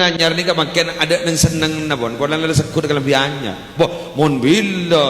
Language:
Madurese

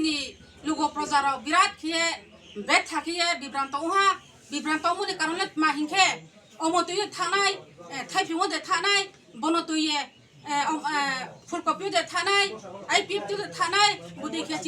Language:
Riang (India)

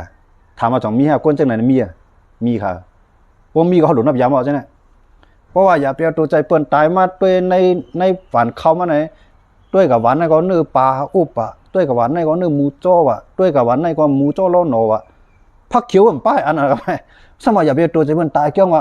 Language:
Shan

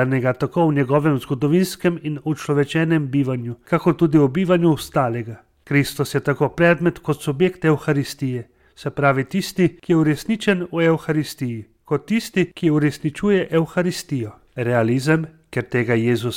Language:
Slovenian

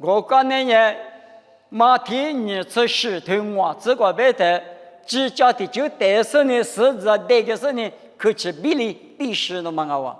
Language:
Lisu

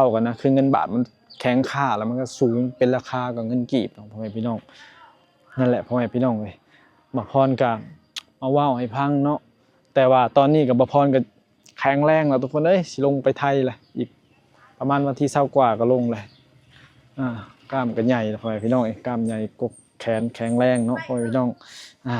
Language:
Lao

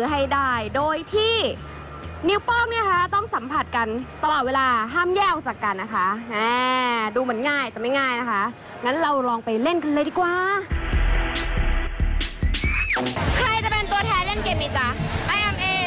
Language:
Thai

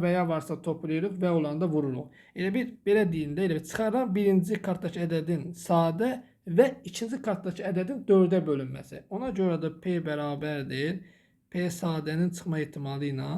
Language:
Azerbaijani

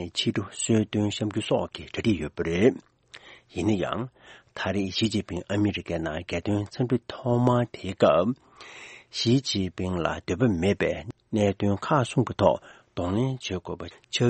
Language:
Tibetan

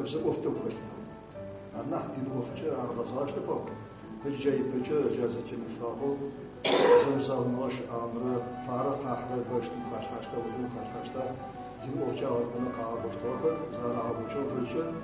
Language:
Adyghe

